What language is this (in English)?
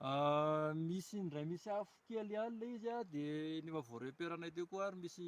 Malagasy